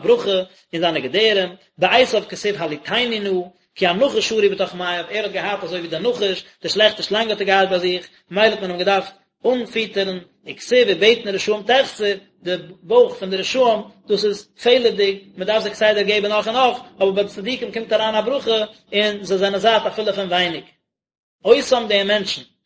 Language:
Yiddish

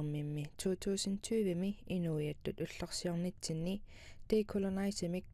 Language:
Kalaallisut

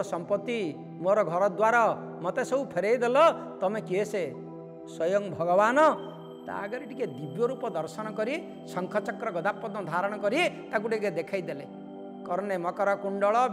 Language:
Odia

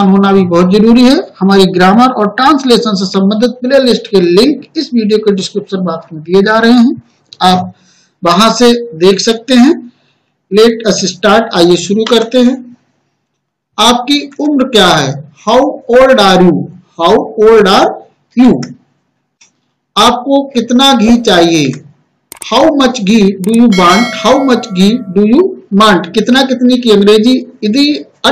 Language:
Hindi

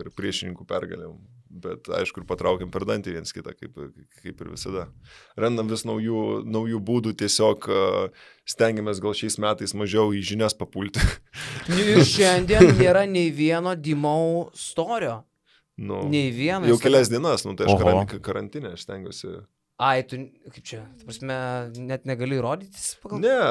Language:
Lithuanian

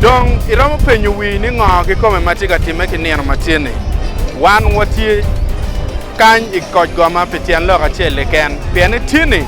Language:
Acoli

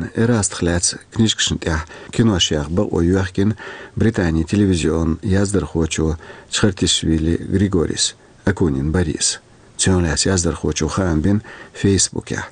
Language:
Chechen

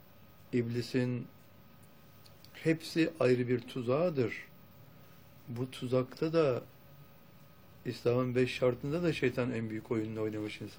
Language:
Turkish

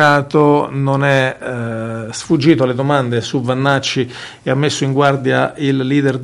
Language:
Italian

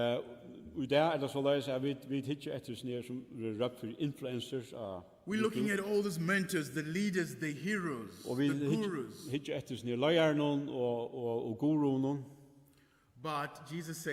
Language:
Faroese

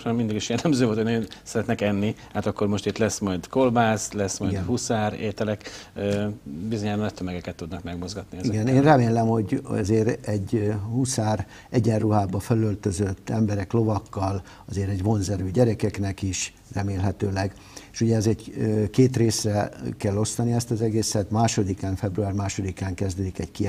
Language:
Hungarian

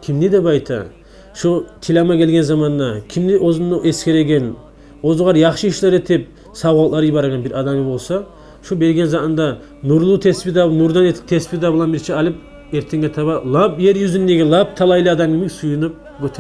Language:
Kumyk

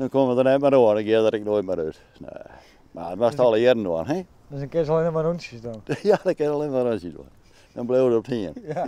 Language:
Western Frisian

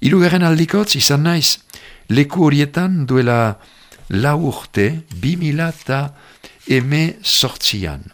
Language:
Basque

